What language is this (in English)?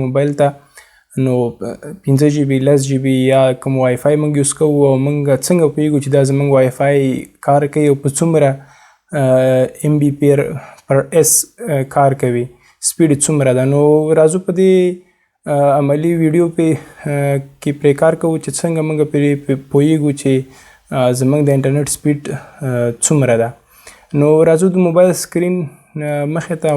Pashto